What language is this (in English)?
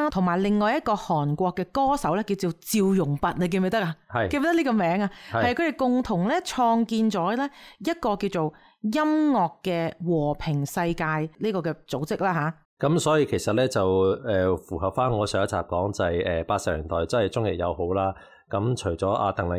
Cantonese